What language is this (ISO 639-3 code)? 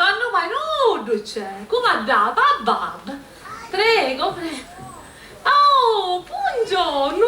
scn